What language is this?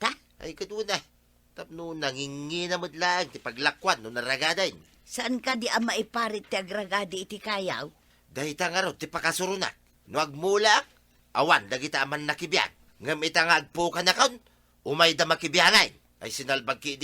Iloko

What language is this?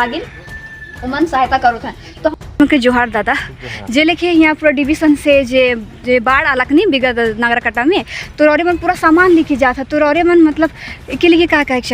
Sadri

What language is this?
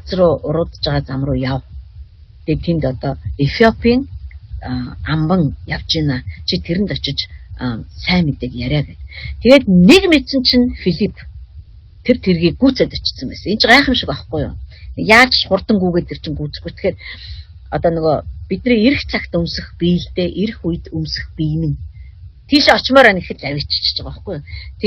Mongolian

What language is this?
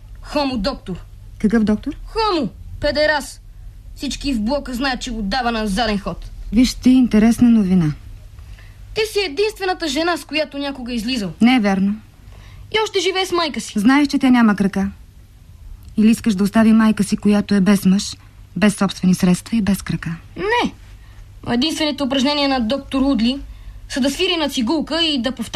Bulgarian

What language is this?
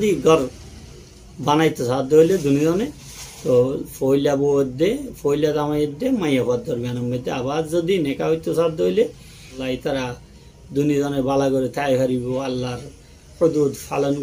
Rohingya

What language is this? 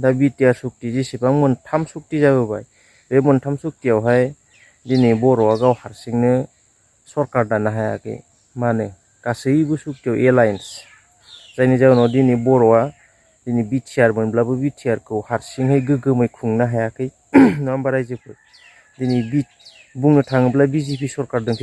Bodo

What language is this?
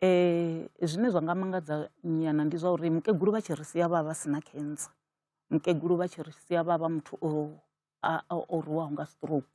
Venda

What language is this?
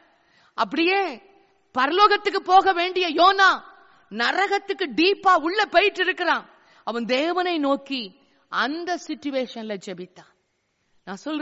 Tamil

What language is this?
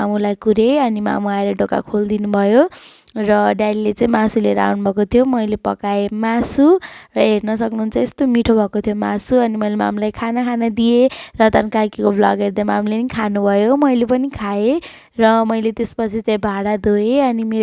Nepali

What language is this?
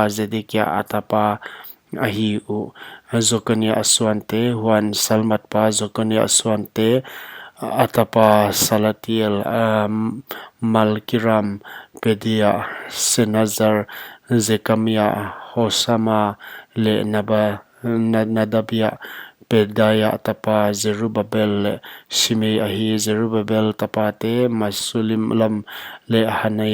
Paite Chin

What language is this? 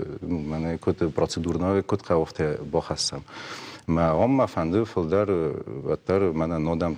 Ossetic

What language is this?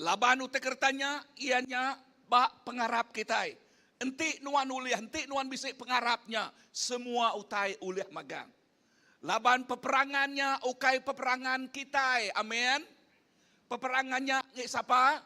Iban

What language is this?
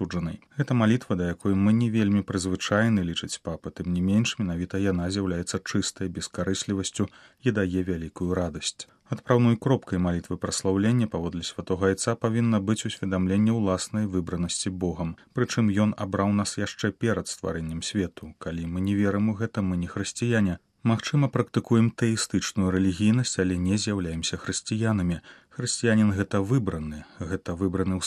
Belarusian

